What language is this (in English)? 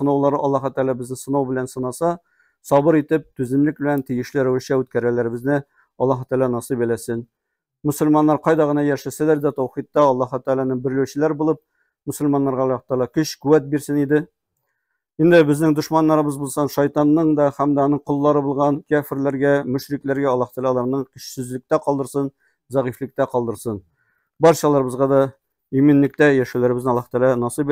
Tatar